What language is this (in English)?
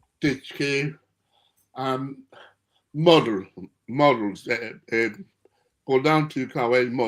Acoli